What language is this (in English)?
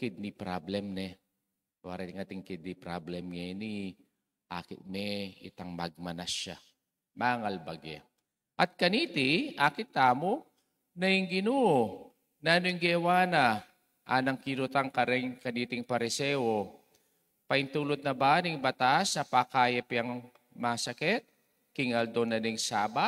Pampanga